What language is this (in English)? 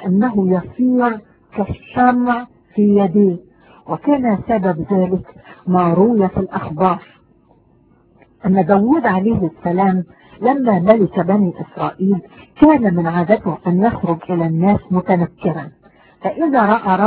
Arabic